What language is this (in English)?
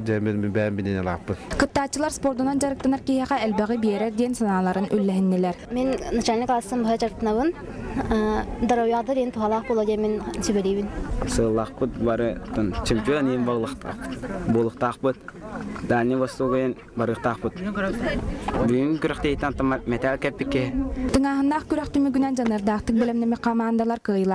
Yakut